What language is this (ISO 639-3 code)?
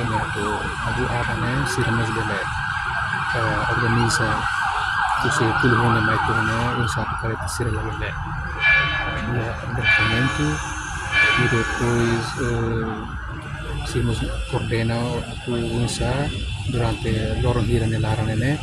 tet